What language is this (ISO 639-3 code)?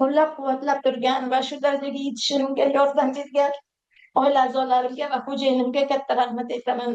uzb